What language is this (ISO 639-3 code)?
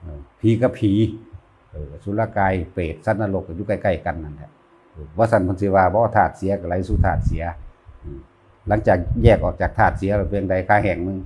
tts